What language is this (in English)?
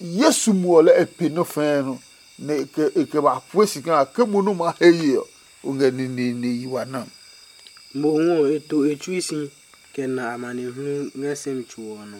Adangme